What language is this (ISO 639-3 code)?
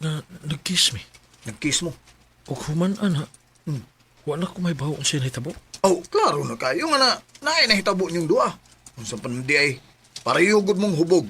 ceb